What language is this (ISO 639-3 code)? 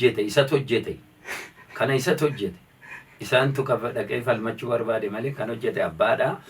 orm